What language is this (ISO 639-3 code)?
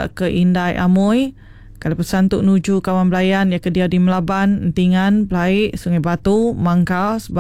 iba